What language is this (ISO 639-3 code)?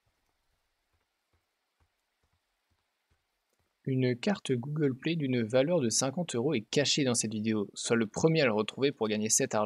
fra